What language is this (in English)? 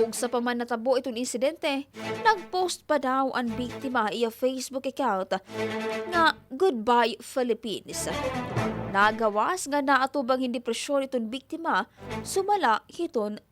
Waray